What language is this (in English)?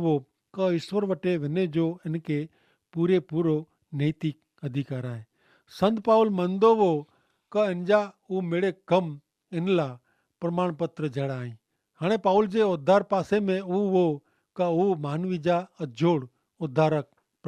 Kachhi